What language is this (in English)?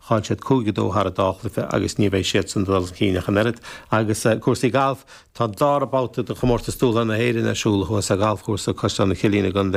Irish